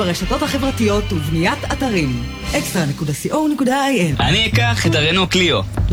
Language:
Hebrew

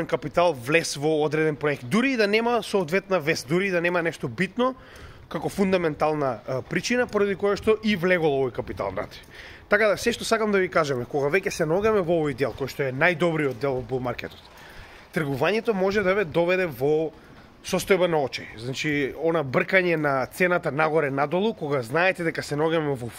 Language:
Macedonian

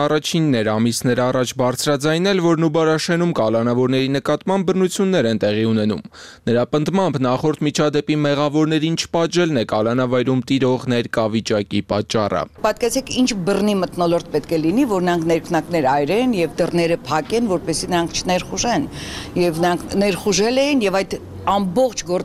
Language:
Armenian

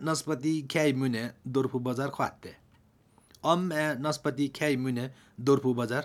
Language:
Slovenian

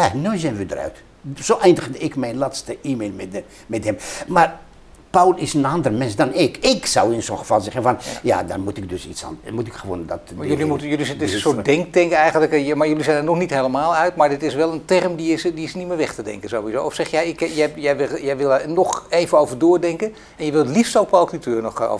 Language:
Dutch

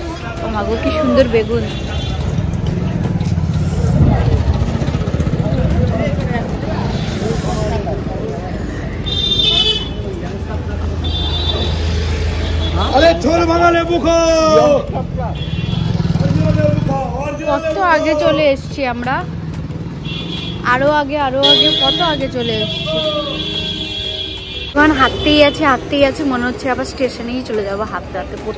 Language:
Bangla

